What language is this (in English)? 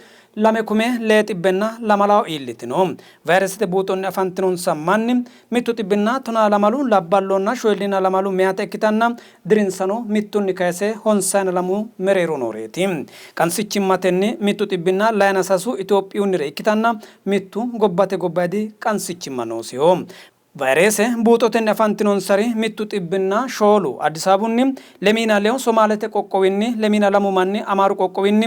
Sidamo